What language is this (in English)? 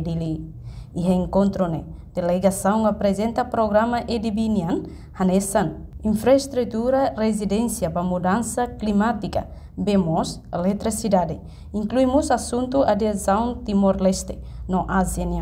Tetum